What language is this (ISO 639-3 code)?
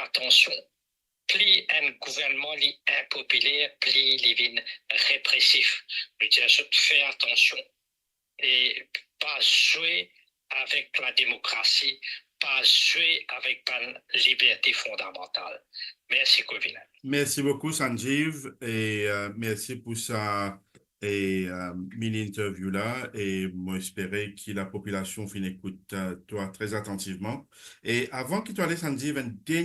mfe